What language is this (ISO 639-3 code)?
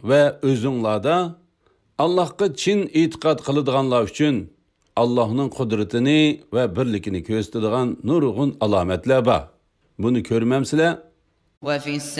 uig